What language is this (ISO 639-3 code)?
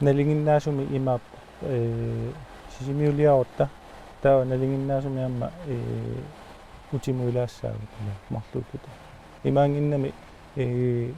kal